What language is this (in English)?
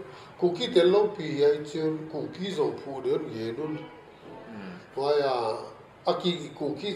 Paite Chin